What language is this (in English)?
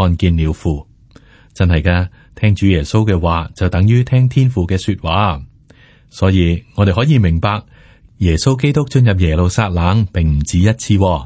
Cantonese